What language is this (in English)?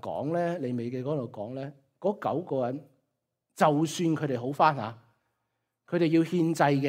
Cantonese